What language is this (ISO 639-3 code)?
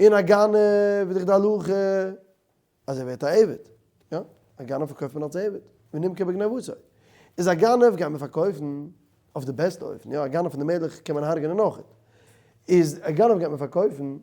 yid